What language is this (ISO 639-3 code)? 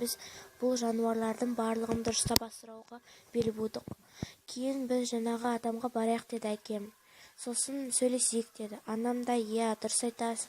kaz